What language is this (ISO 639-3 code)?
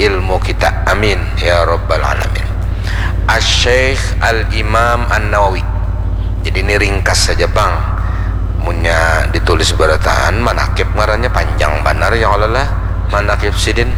bjn